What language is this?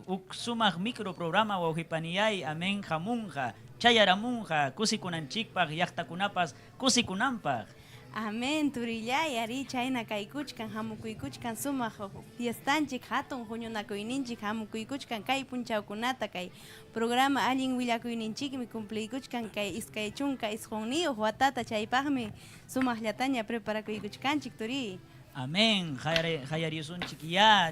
Ayacucho Quechua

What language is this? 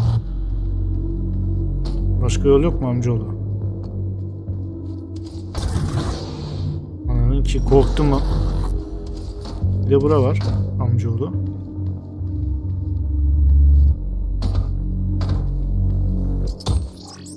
Turkish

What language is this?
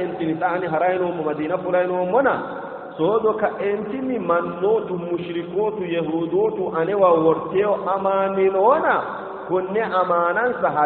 Sidamo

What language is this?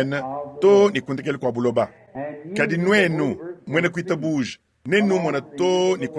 Luba-Lulua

